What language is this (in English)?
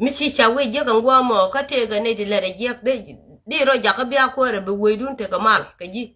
Nuer